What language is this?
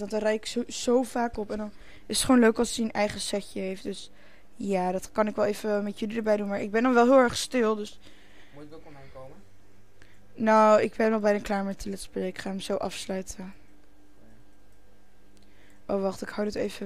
Dutch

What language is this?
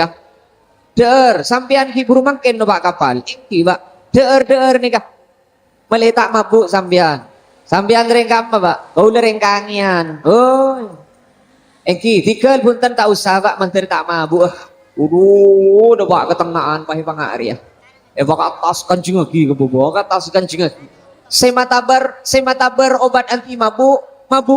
Madurese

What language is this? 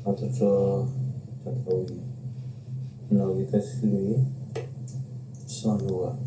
S'gaw Karen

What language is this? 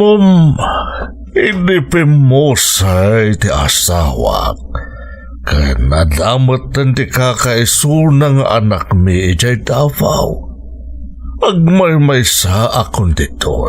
Iloko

